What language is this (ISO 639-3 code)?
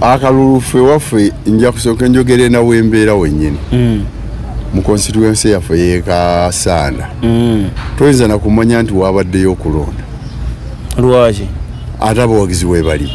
lug